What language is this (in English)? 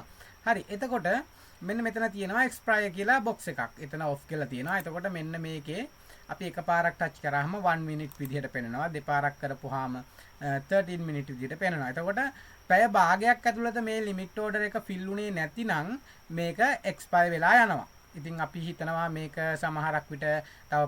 Sinhala